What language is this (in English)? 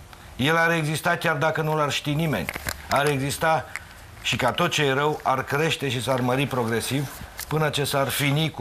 Romanian